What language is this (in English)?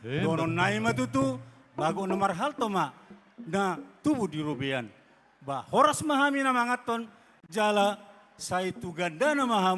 Batak Toba